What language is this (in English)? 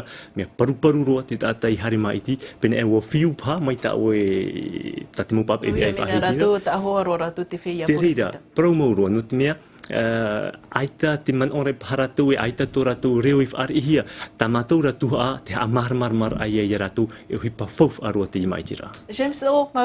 Tahitian